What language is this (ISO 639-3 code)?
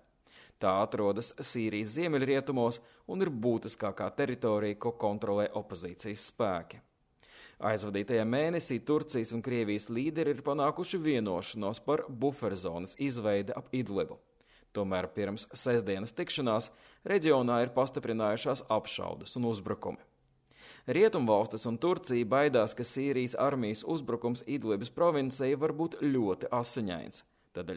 lav